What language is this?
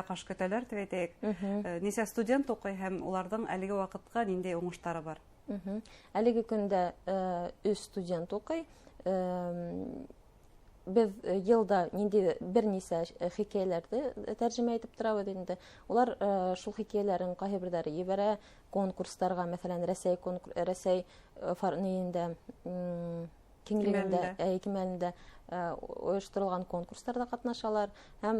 Bashkir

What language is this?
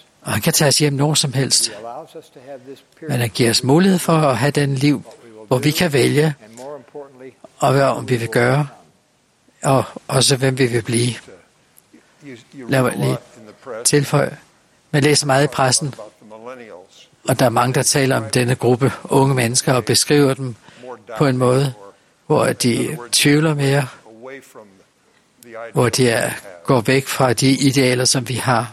Danish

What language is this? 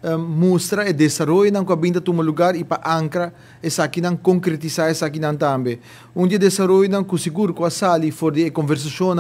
Papiamento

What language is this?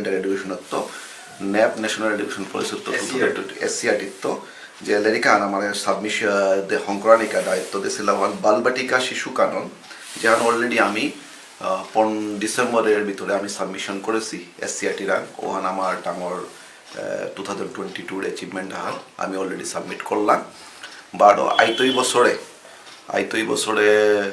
Bishnupriya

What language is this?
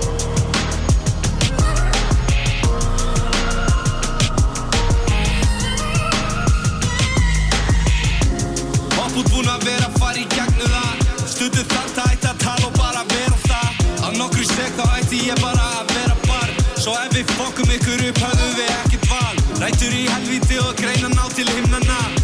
Icelandic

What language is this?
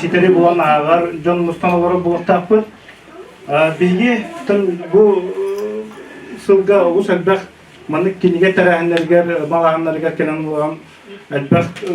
Yakut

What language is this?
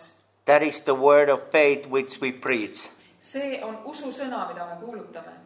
Estonian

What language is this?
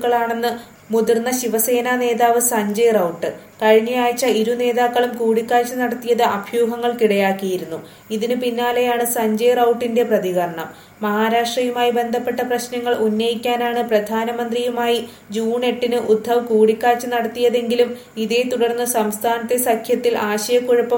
Malayalam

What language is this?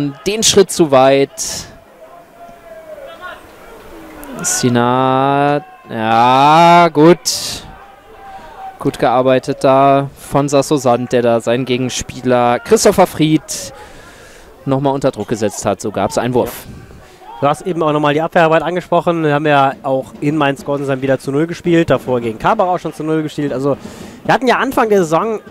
German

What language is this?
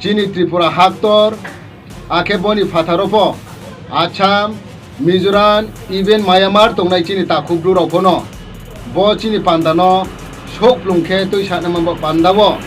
Riang (India)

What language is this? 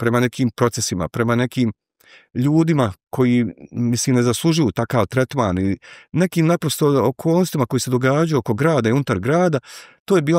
Bosnian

